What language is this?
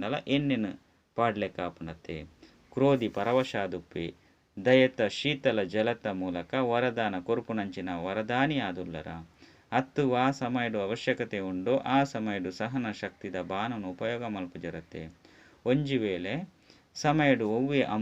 Tulu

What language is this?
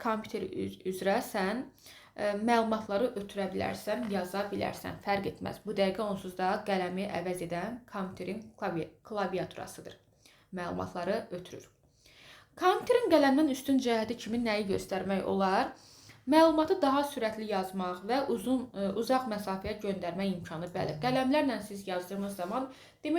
Azerbaijani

